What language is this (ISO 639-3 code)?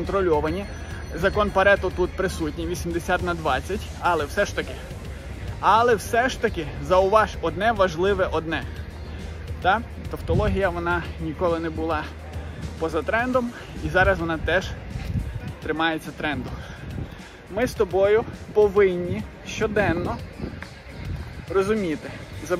ukr